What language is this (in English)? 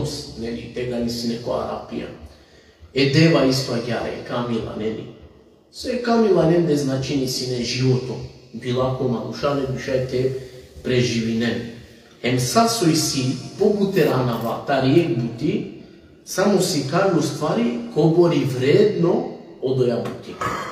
Balkan Romani